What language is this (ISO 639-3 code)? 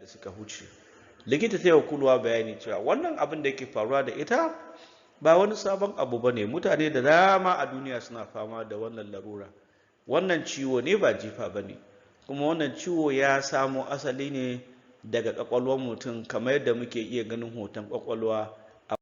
hau